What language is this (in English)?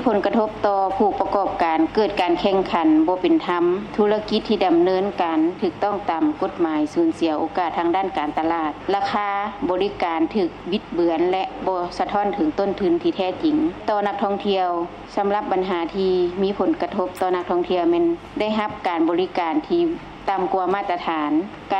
Lao